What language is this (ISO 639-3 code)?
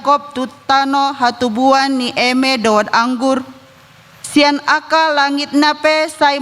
bbc